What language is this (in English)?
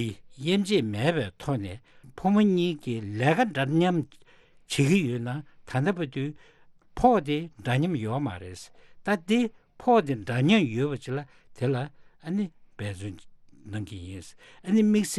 Tibetan